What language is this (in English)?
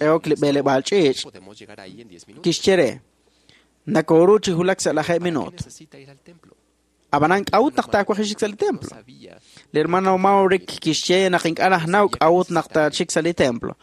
Kekchí